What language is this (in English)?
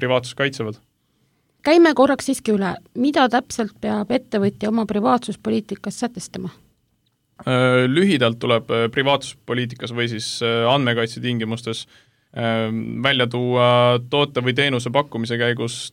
Estonian